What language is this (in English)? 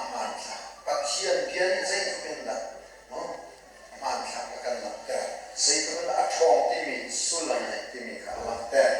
Hakha Chin